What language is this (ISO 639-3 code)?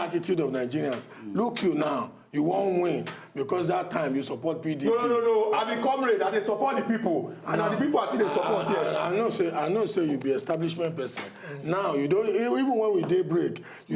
pcm